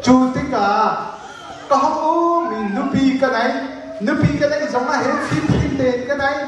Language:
Hakha Chin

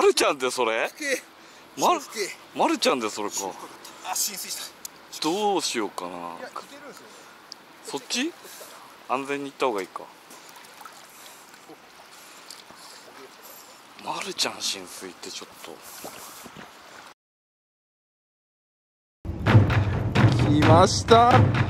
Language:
Japanese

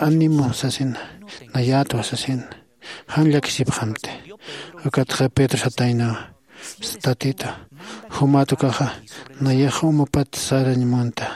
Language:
Aymara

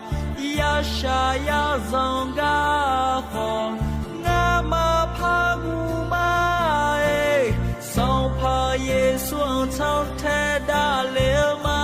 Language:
Akha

